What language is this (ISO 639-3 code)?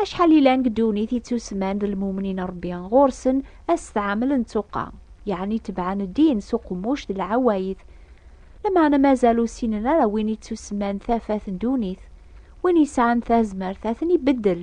kab